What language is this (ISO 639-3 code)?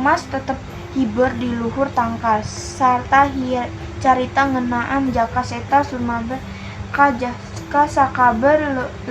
sun